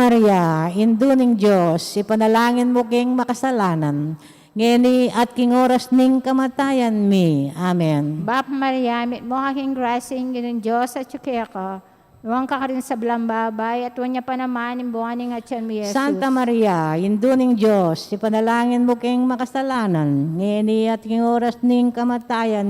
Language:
Pampanga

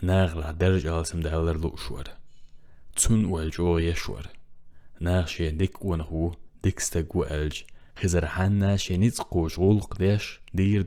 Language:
Chechen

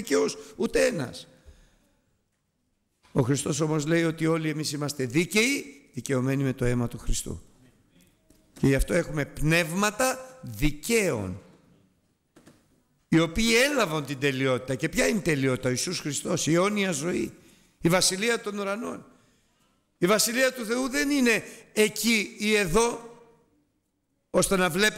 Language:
Greek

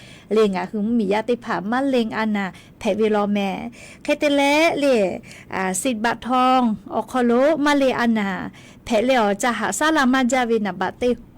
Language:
Lahu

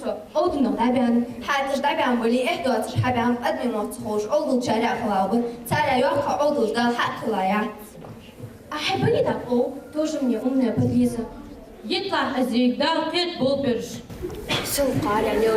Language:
Ingush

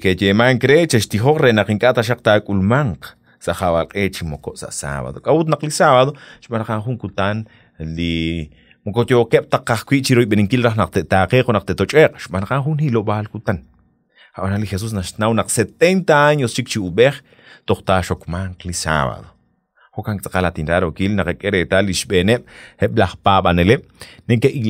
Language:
Kekchí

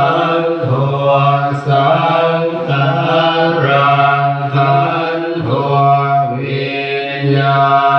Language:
Pali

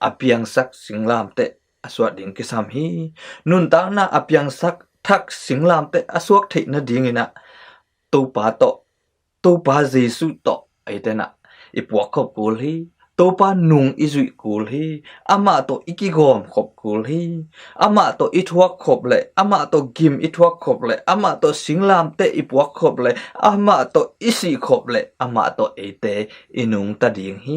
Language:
Tedim Chin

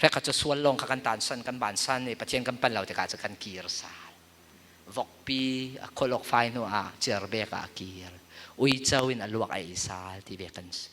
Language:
Falam Chin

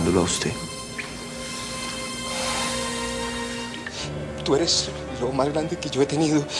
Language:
Spanish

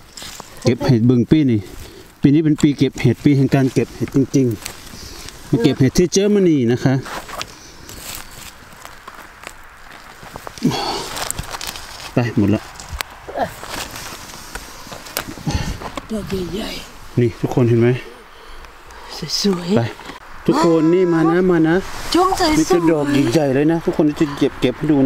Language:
Thai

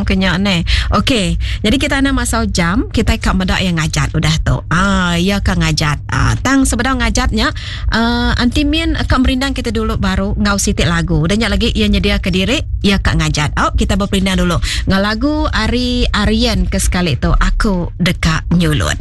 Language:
Iban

